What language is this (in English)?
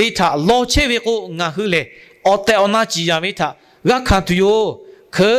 Lahu